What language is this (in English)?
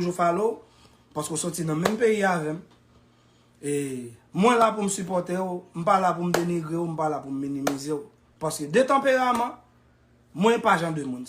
Haitian Creole